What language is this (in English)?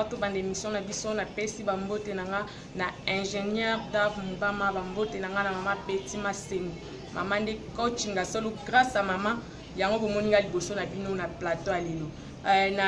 Lingala